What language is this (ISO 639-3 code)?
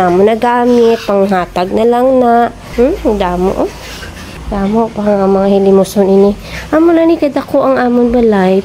hil